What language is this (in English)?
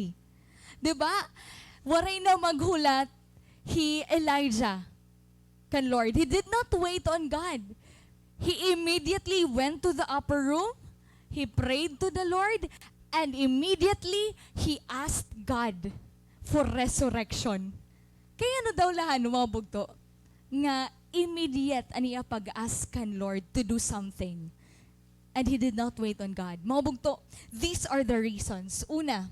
Waray